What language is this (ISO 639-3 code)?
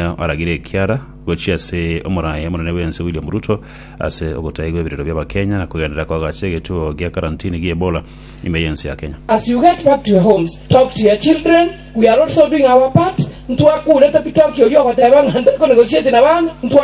guz